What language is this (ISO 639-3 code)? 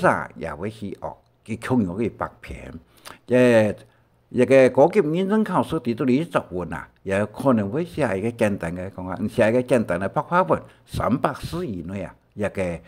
hak